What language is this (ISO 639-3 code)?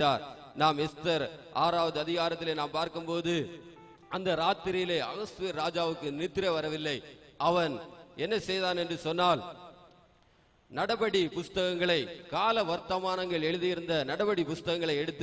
tam